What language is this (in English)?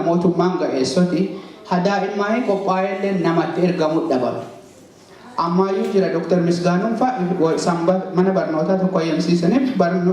Oromo